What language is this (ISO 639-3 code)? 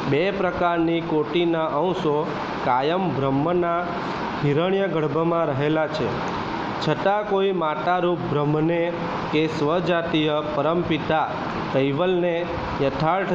guj